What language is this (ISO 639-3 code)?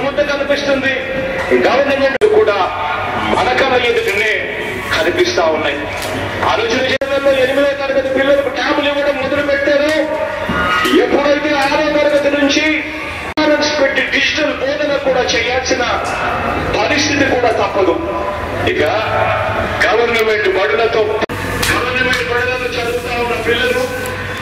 tel